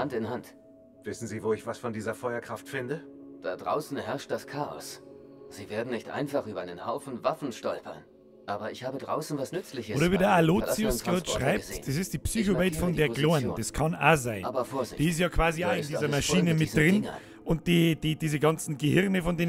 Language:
Bavarian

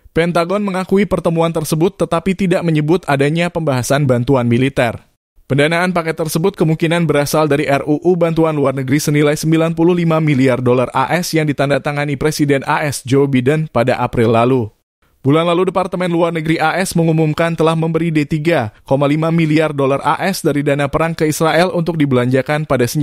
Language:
Indonesian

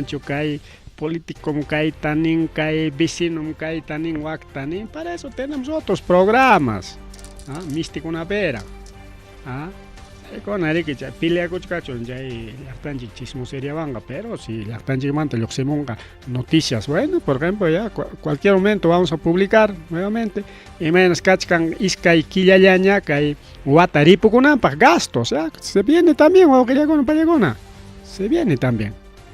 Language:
Ayacucho Quechua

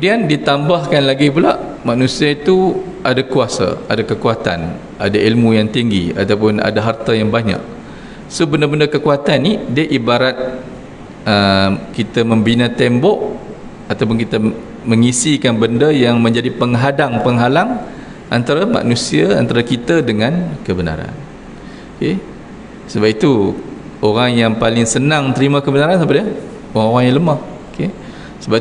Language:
Malay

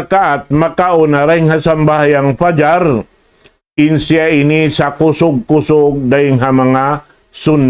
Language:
Tausug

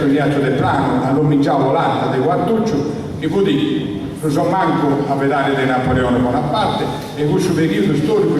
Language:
Sardinian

